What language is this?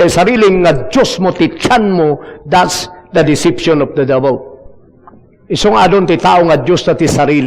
Iloko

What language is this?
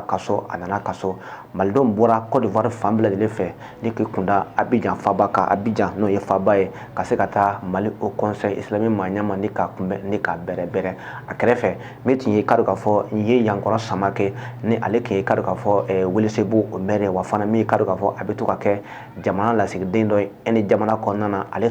Bambara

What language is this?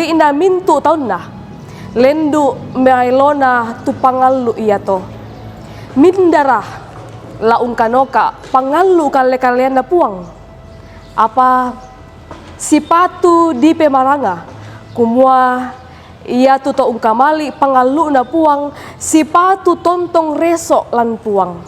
Toraja-Sa'dan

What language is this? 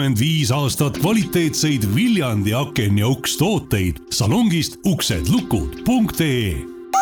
Estonian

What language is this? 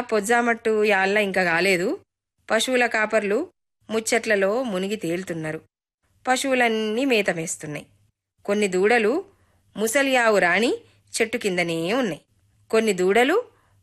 Telugu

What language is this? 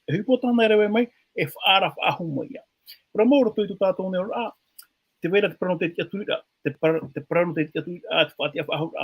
Tahitian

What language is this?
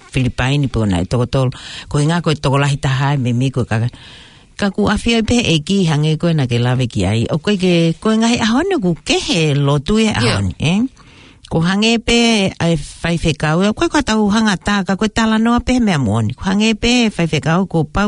Tongan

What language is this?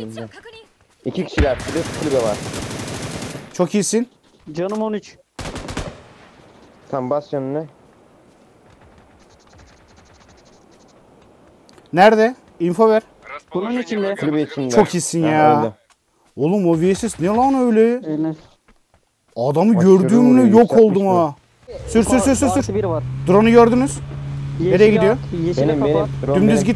Turkish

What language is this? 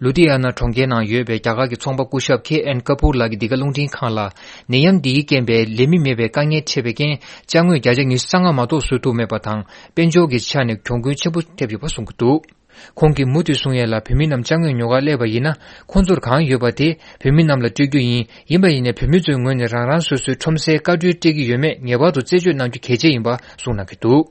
Tibetan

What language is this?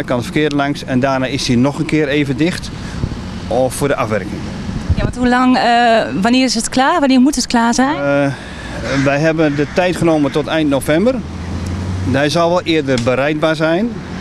Dutch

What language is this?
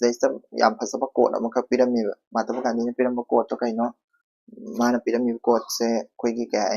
Manipuri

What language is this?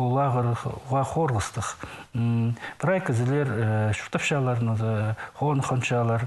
Khakas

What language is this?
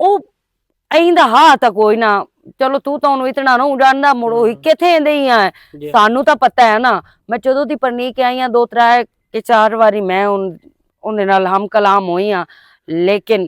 Western Panjabi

